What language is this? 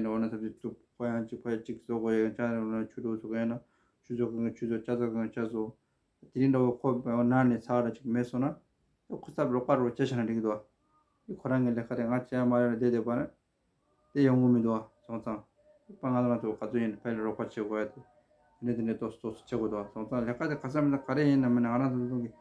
Tibetan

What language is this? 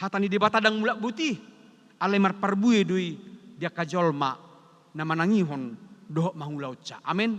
Batak Toba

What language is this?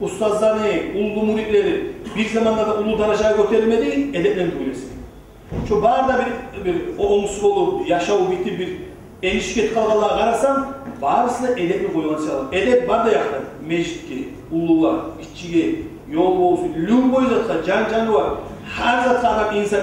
Kumyk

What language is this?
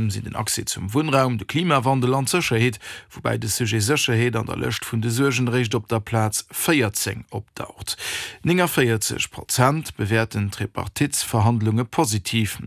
Luxembourgish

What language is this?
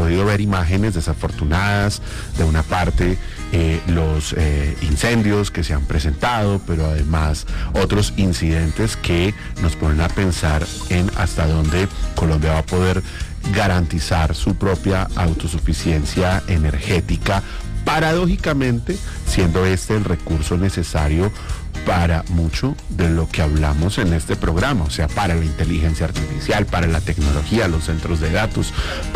Spanish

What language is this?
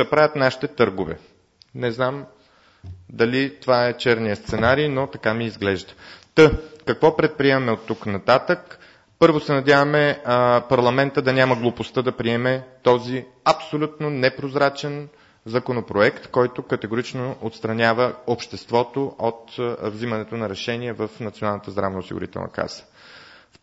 Bulgarian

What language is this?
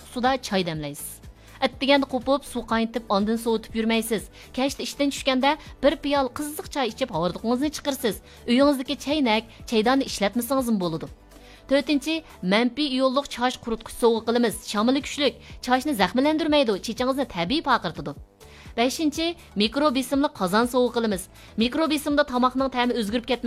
Uyghur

